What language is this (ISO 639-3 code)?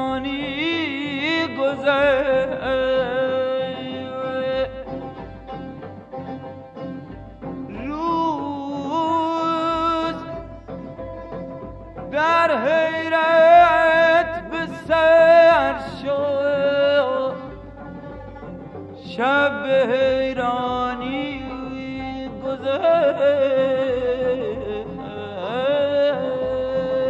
fas